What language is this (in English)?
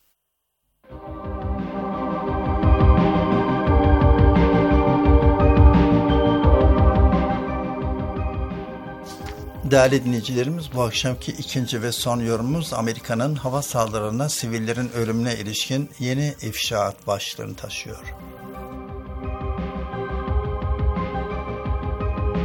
Turkish